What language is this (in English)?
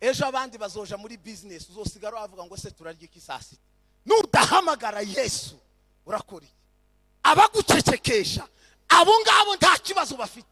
Kinyarwanda